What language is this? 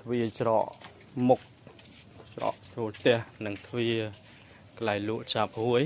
Khmer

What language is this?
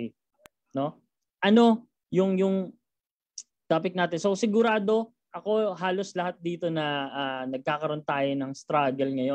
Filipino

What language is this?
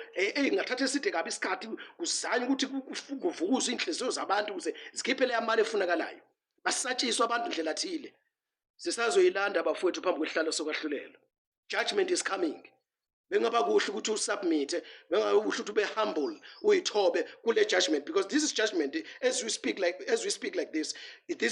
Zulu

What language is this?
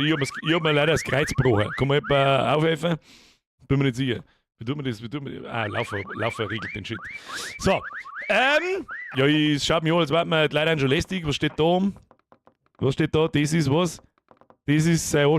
Bavarian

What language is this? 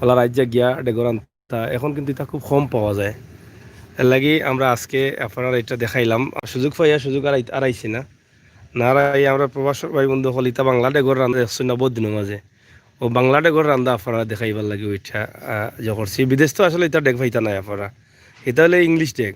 Sylheti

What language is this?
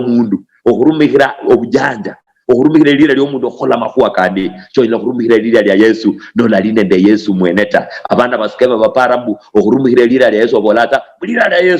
Luyia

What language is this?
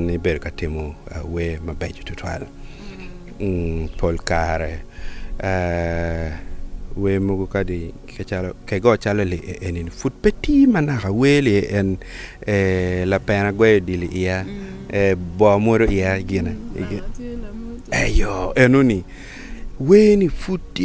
Acoli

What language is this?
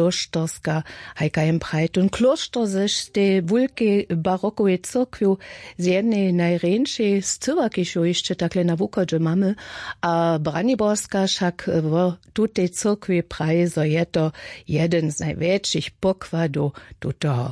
Upper Sorbian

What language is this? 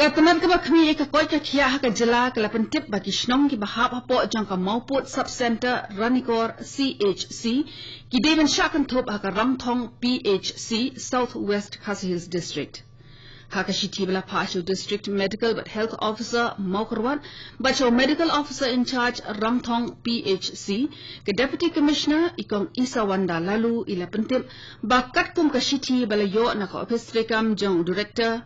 Khasi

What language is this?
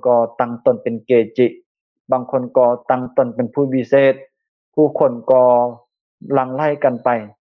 Lao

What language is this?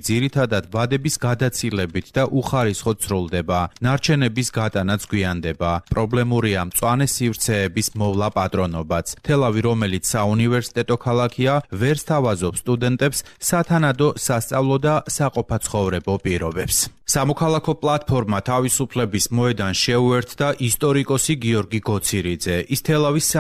Georgian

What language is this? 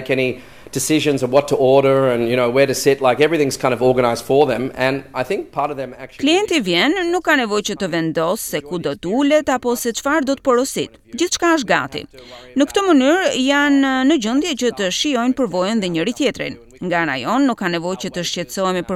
Albanian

